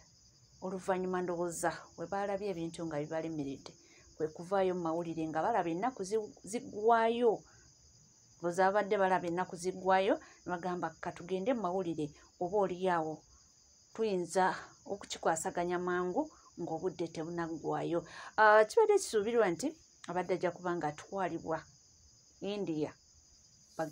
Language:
Ganda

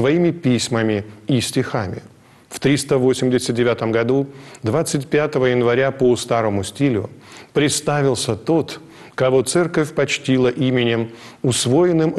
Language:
Russian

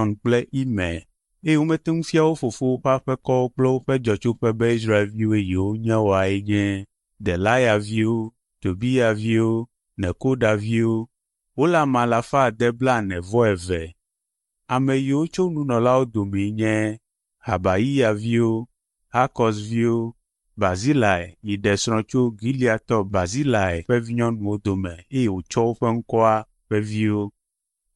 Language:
Ewe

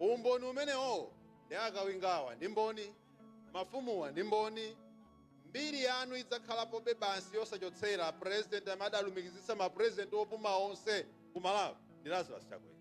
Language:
Nyanja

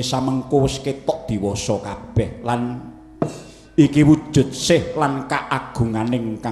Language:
Javanese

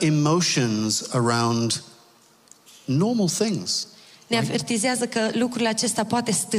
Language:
Romanian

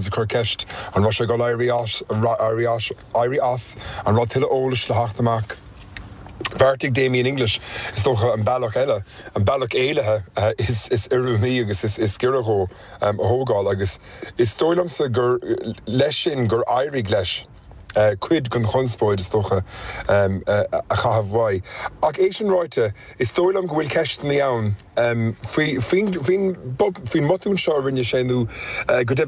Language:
Irish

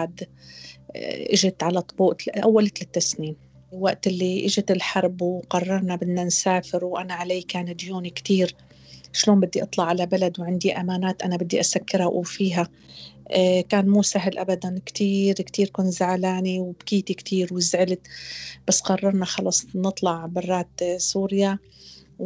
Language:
North Levantine Arabic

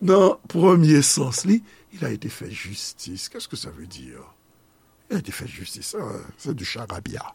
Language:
Haitian Creole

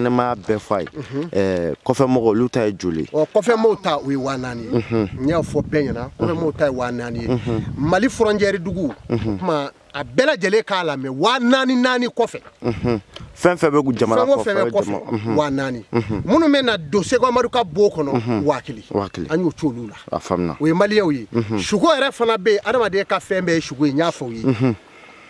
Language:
Bambara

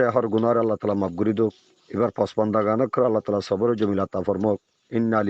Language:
Rohingya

